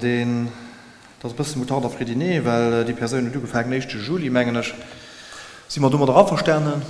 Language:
Luxembourgish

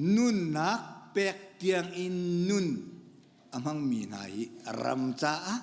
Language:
Hakha Chin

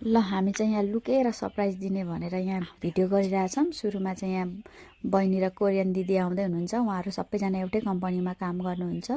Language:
Nepali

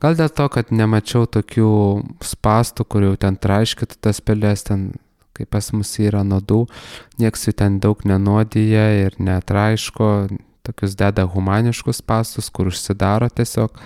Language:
Lithuanian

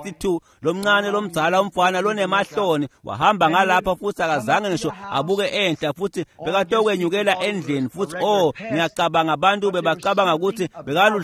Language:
Swati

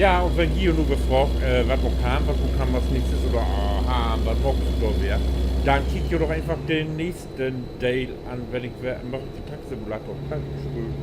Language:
Low German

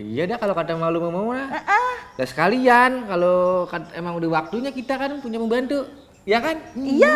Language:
Betawi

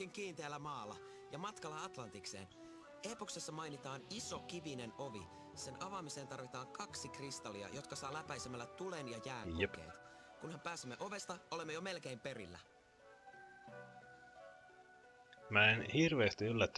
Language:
Finnish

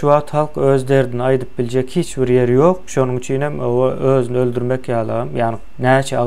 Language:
Turkmen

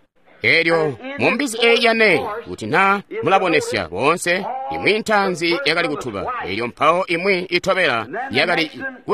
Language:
Tonga (Zambia)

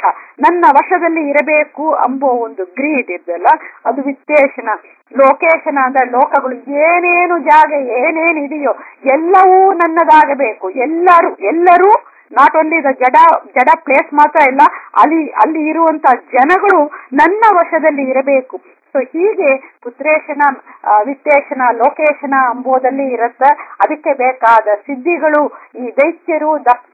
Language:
Kannada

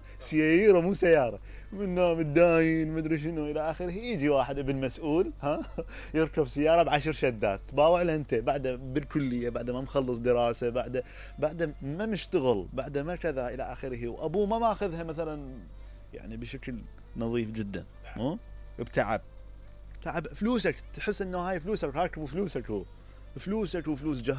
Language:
Mesopotamian Arabic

